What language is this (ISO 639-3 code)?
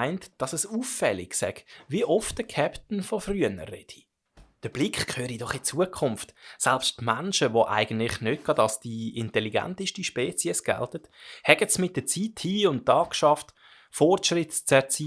gsw